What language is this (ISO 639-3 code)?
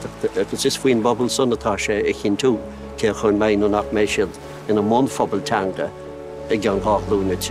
gle